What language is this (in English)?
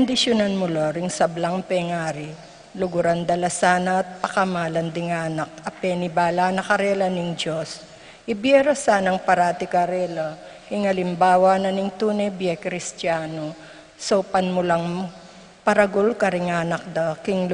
Pampanga